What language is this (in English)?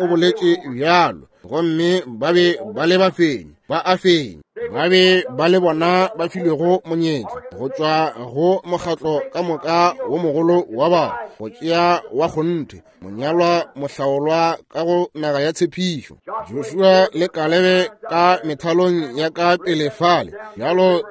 Northern Sotho